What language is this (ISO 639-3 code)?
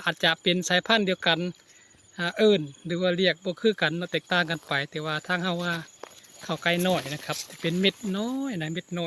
tts